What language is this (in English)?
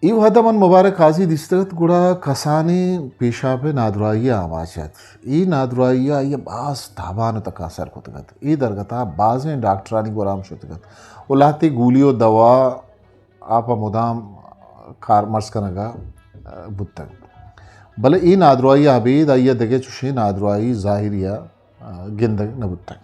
Eastern Balochi